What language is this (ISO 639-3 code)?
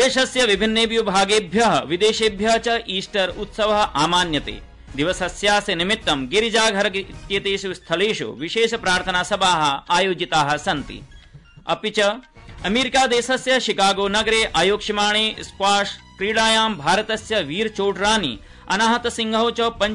san